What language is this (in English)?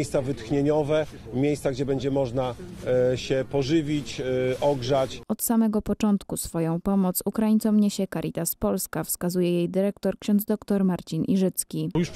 Polish